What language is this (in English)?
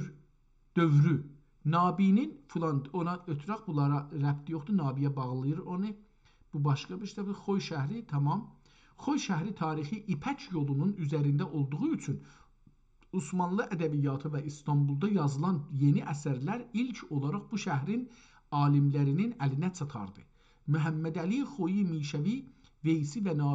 South Azerbaijani